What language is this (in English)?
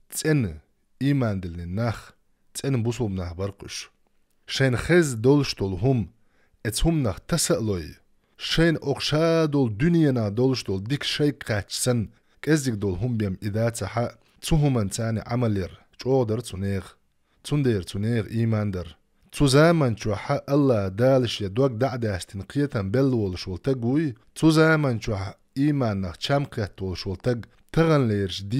Chechen